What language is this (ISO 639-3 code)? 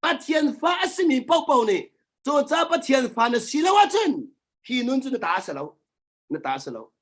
cnh